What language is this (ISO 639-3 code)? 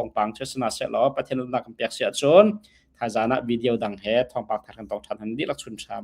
cnh